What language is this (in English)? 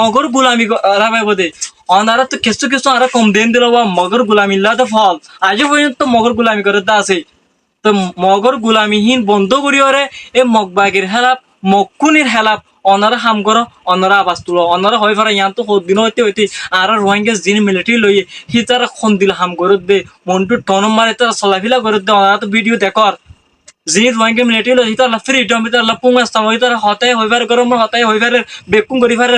Rohingya